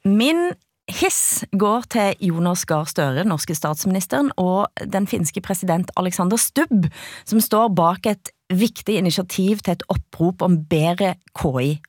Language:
Danish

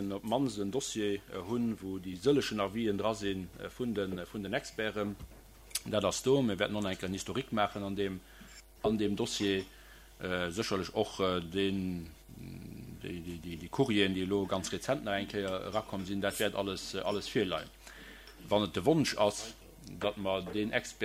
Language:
Luxembourgish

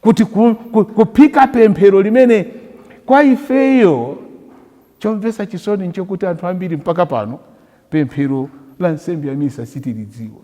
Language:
Nyanja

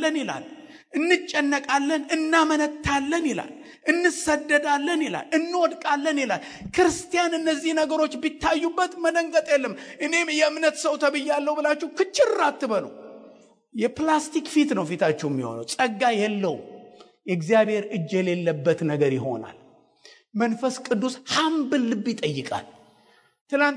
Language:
Amharic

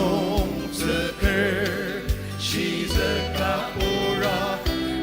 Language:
Ao Naga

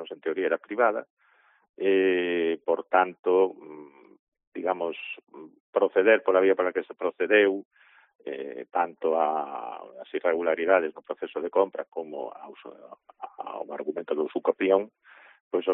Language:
Galician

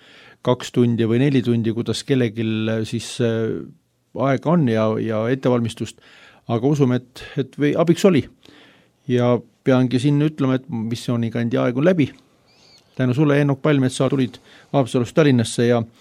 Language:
Estonian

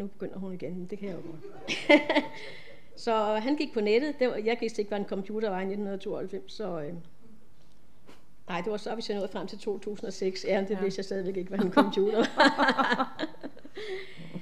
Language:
Danish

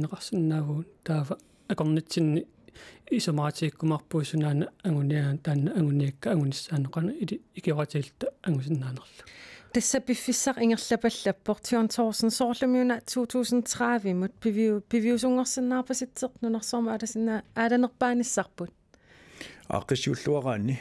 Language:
Kalaallisut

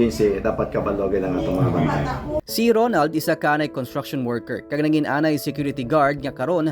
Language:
Hiligaynon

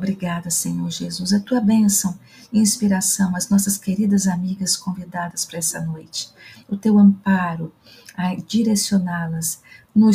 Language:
Portuguese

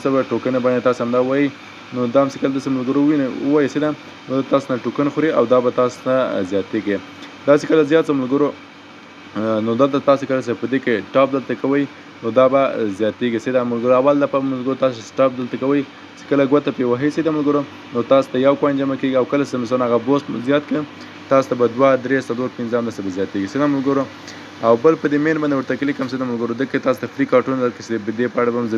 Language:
Pashto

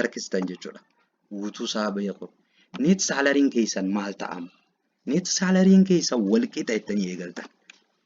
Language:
Oromo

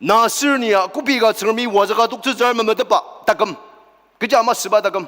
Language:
Ao Naga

